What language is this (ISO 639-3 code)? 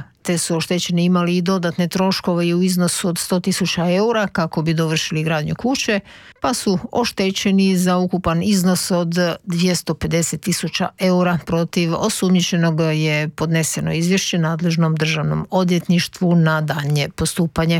hrv